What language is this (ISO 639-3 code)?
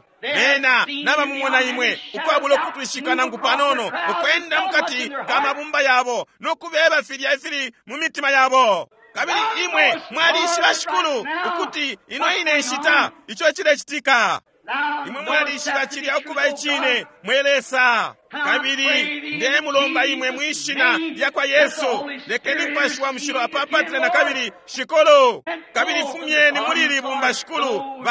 bem